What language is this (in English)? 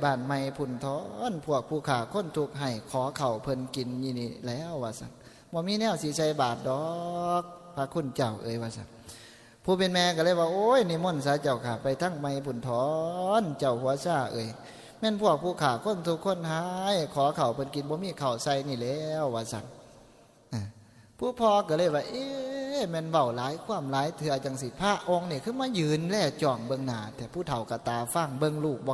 Northeastern Thai